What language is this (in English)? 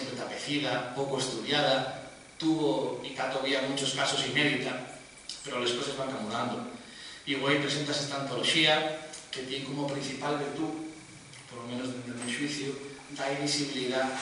Asturian